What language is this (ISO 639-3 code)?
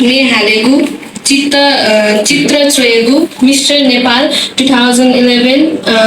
new